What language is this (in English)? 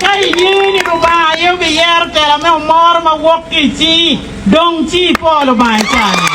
Acoli